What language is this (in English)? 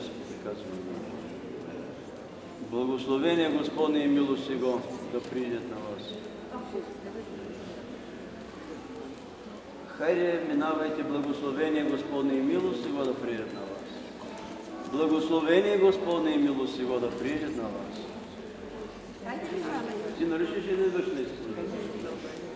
Bulgarian